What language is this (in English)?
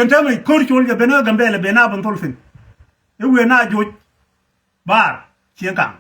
Nuer